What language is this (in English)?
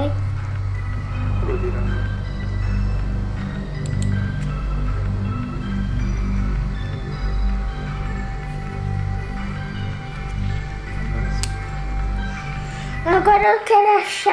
Portuguese